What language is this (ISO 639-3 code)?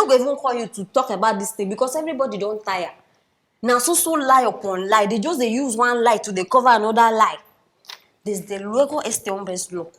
pcm